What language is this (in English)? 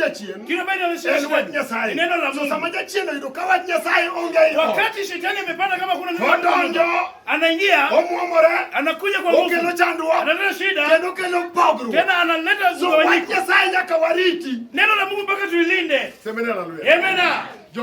Luo (Kenya and Tanzania)